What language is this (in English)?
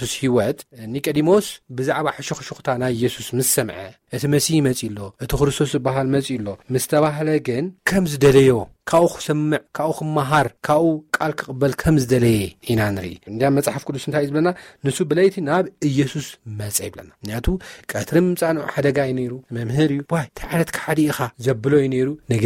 Tigrinya